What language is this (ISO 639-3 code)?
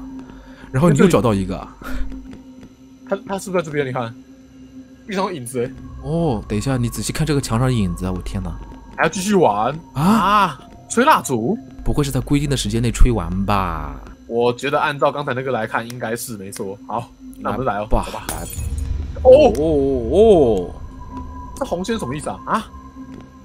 zho